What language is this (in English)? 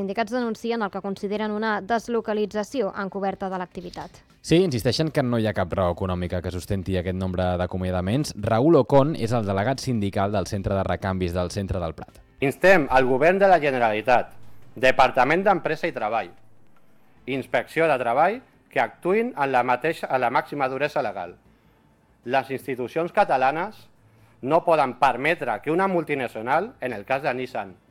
Catalan